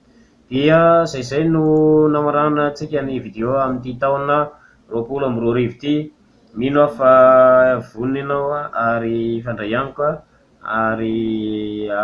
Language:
Malagasy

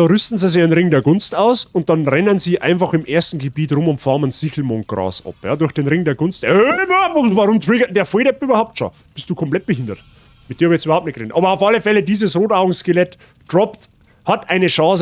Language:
Bavarian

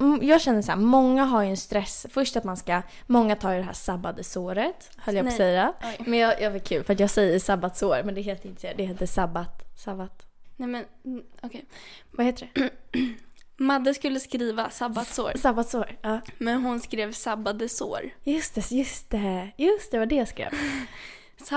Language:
Swedish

